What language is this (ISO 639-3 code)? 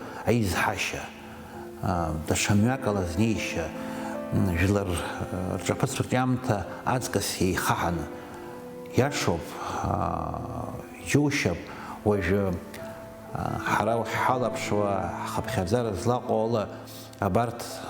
abk